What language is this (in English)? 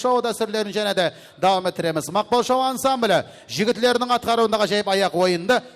Kara-Kalpak